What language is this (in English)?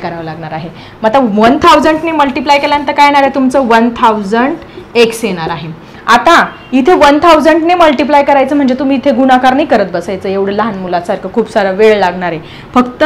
Marathi